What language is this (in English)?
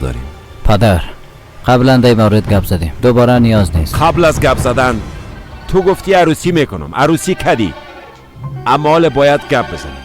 Persian